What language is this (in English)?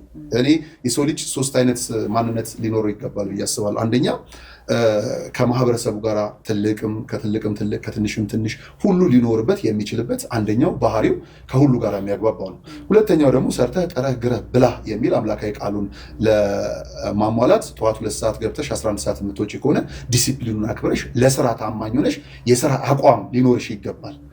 Amharic